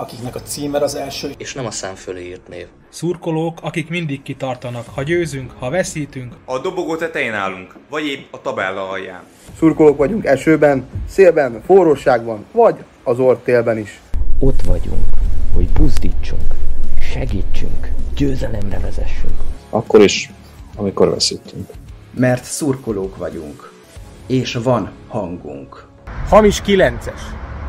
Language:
Hungarian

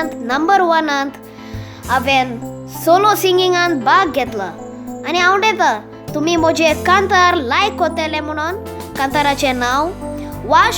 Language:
Konkani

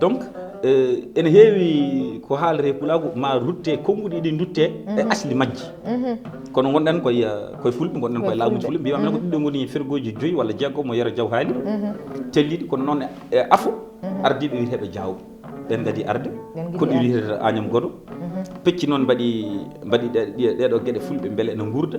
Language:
Fula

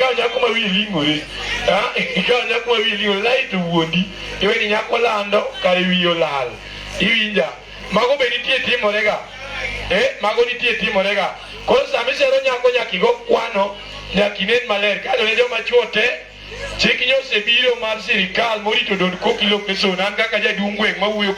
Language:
Luo (Kenya and Tanzania)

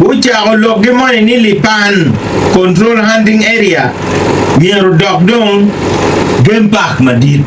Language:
Acoli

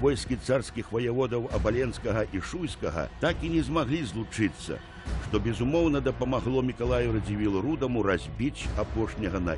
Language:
Belarusian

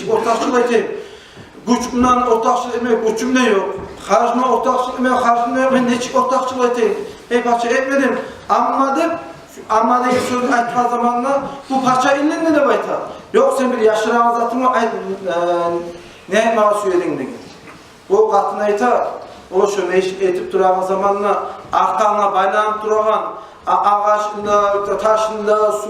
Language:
Kumyk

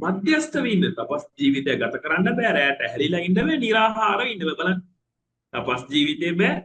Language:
Sinhala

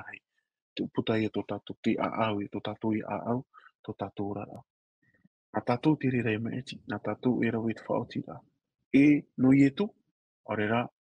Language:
Tahitian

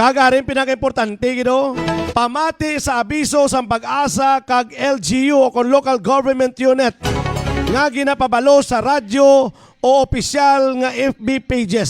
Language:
Hiligaynon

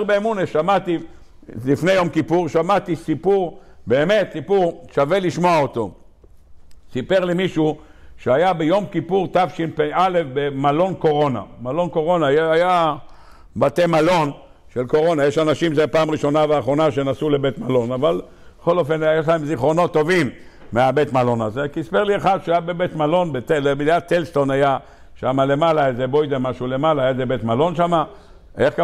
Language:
Hebrew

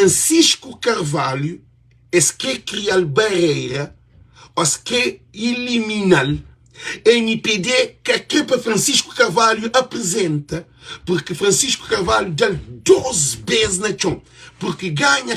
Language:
Kabuverdianu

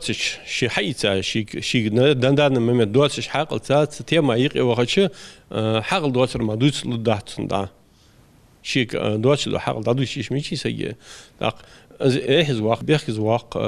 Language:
Ingush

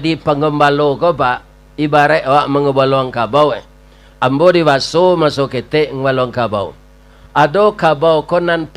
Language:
Minangkabau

